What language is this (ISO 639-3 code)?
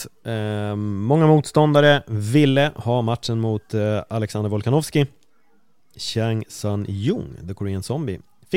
swe